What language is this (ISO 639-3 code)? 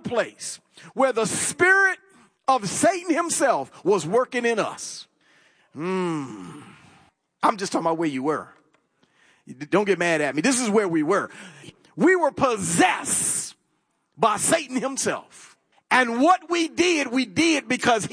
eng